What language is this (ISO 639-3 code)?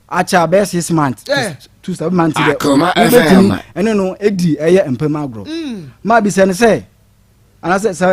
aka